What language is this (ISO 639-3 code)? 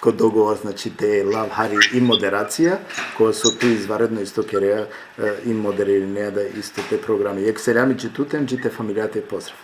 rmn